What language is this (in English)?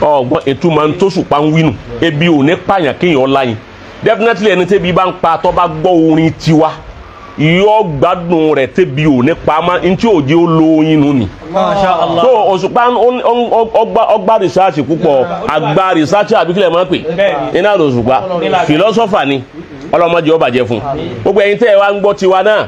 Yoruba